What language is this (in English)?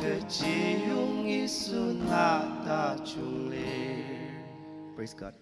Ao Naga